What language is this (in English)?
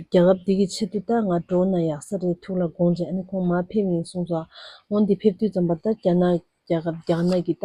Tibetan